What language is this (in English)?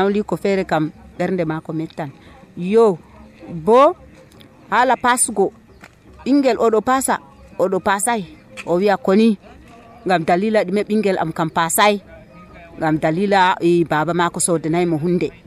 Nigerian Fulfulde